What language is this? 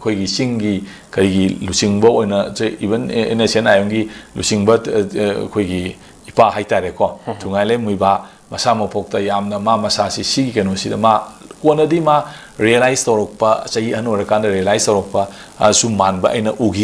Manipuri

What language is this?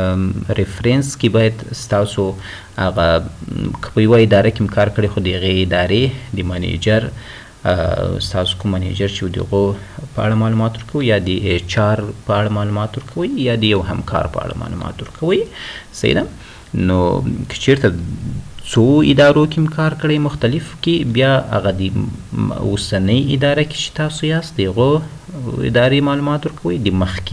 Pashto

